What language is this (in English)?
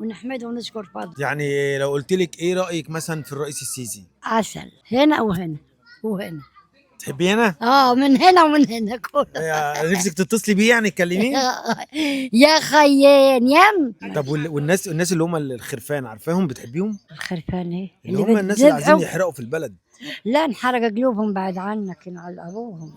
Egyptian Arabic